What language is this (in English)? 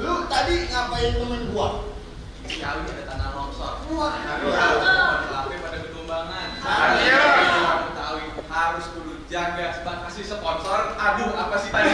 Betawi